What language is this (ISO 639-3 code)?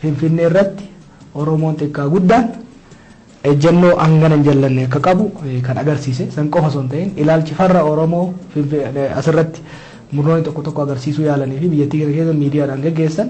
orm